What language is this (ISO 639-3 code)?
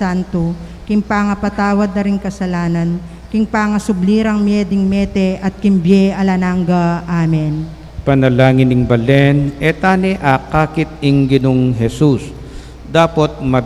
pam